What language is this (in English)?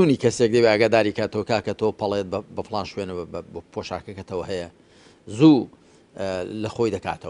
Central Kurdish